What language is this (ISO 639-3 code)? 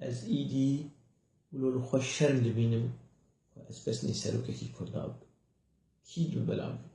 kur